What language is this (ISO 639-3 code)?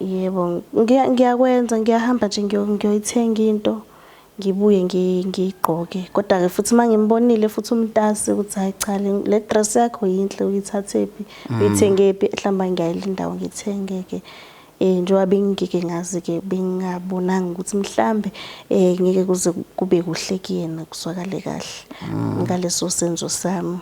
zul